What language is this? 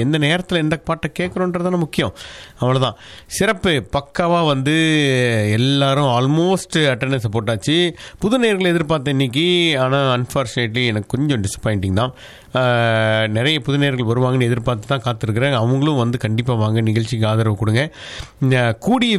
Tamil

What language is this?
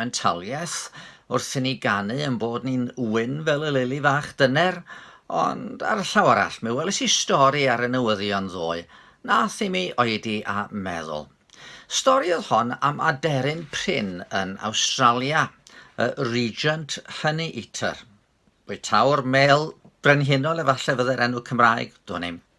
Welsh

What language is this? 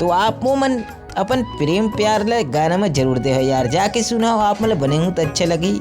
Chhattisgarhi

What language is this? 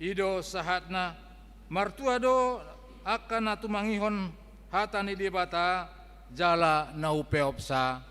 Batak Toba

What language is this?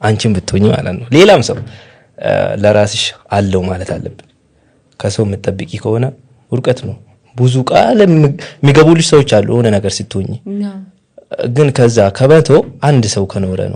Amharic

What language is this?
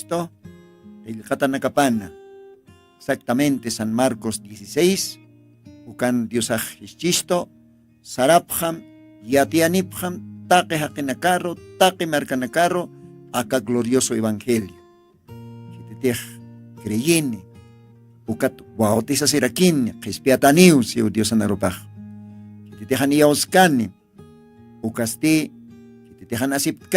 Aymara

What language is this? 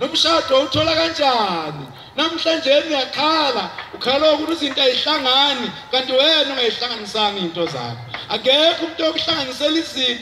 Zulu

